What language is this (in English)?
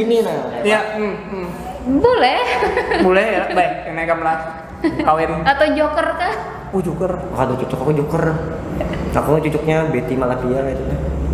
Banjar